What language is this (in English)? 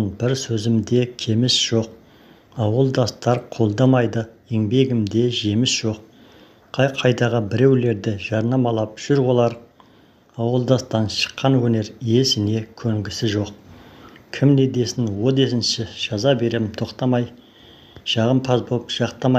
Kazakh